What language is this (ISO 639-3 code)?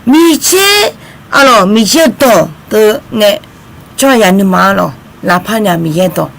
ahk